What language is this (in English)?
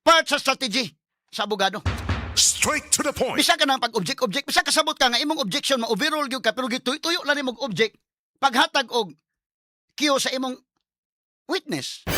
Cebuano